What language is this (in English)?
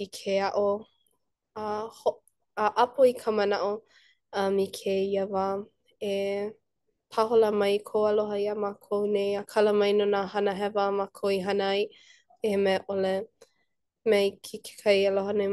Hawaiian